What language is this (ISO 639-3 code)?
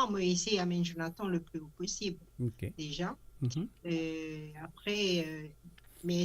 mfe